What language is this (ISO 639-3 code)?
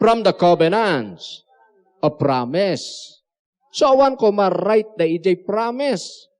ilo